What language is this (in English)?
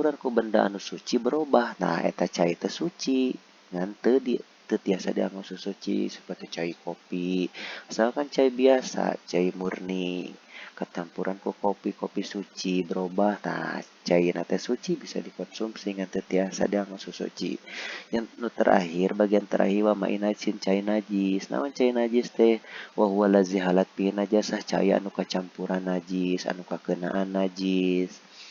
Sundanese